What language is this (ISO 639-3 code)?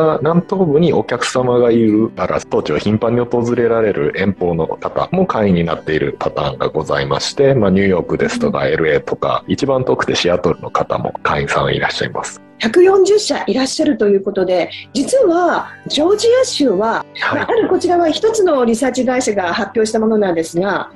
jpn